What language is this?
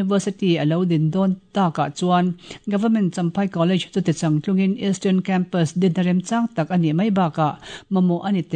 Mizo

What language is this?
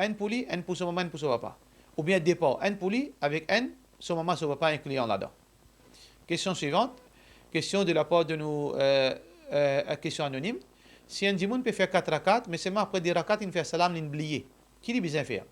Morisyen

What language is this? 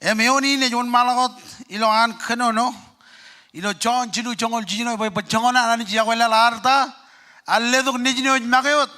Marshallese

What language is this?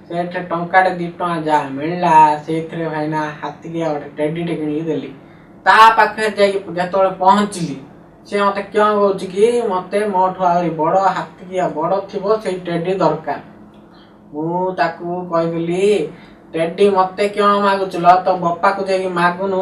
Odia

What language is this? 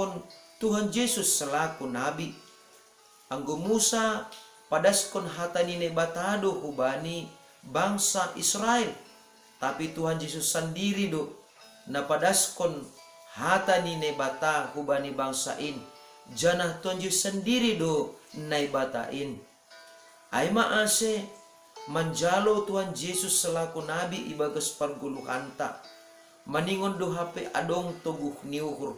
Batak Simalungun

